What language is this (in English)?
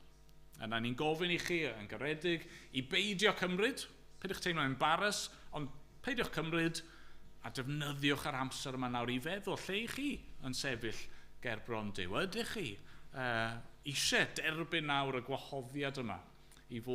Welsh